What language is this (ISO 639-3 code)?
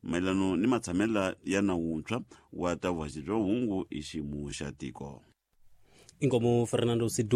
tso